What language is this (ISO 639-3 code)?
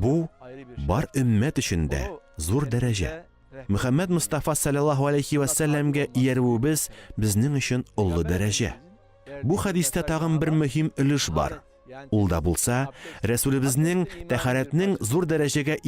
tat